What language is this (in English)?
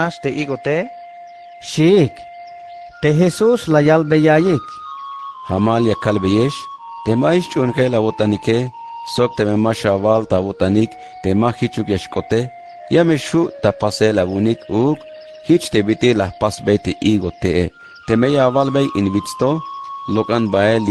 Tzeltal